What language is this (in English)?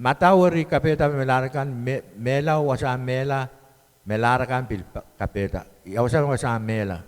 Pohnpeian